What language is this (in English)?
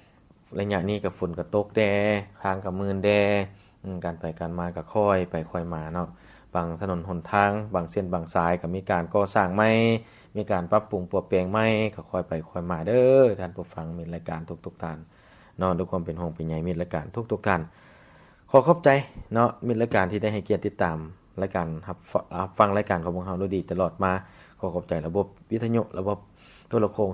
Lao